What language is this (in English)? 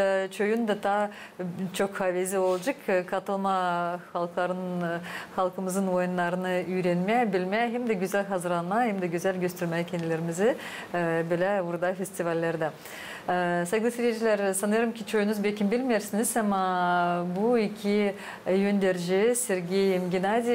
Gagauz